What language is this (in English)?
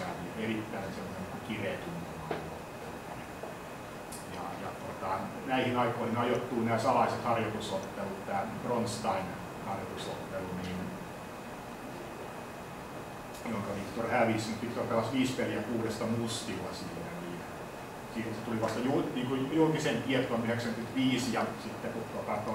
Finnish